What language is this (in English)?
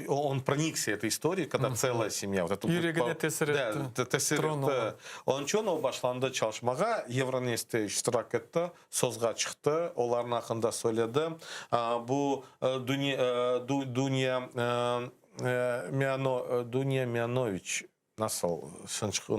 Crimean Tatar